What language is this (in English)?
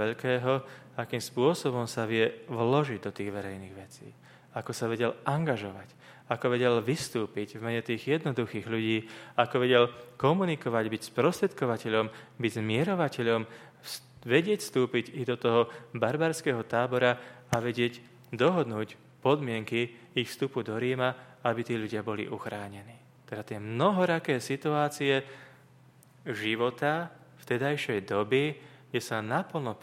Slovak